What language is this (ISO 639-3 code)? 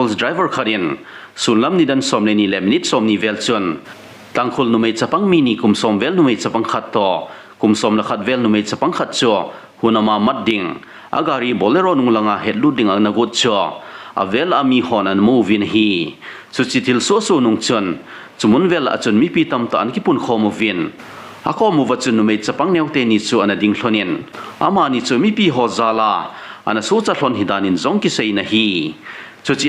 tcz